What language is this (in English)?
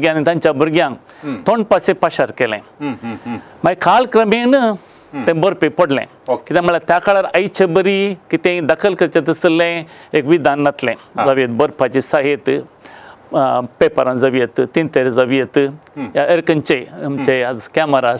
Konkani